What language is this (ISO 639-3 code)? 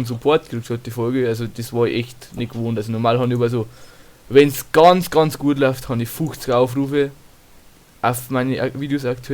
bar